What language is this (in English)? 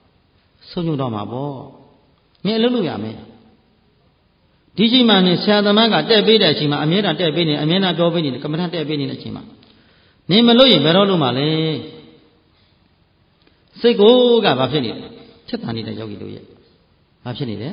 Burmese